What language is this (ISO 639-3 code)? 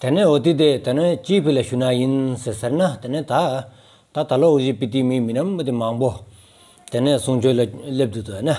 sbu